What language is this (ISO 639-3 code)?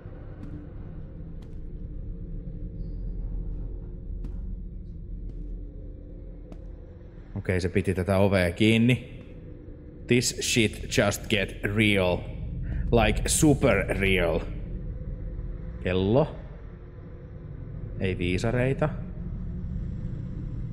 fin